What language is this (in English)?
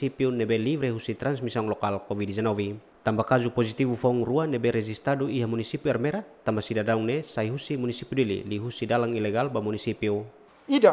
Tetum